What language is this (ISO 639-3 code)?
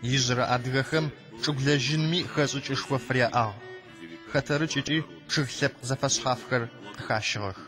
ady